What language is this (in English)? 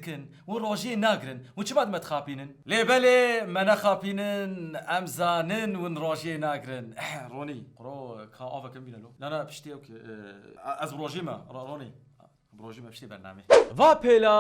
Kurdish